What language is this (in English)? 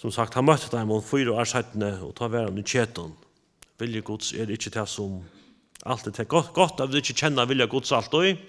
Faroese